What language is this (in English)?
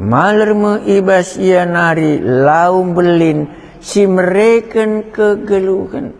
Batak Karo